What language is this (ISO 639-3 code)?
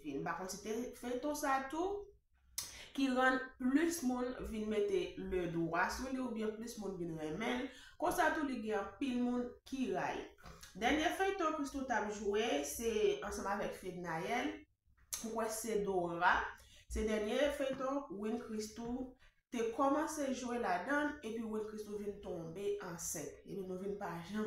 hat